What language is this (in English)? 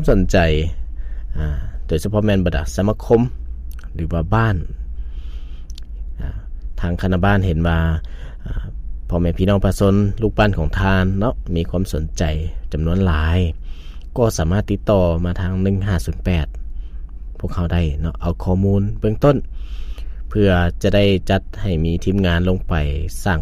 Lao